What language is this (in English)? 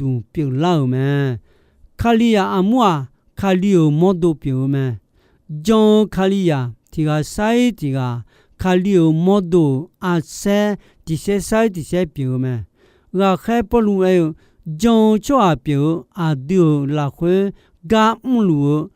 Akha